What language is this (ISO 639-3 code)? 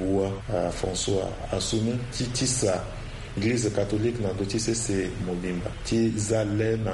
sag